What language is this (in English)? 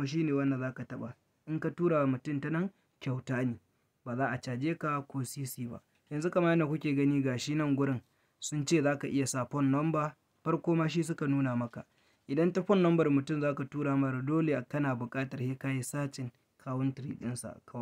Hausa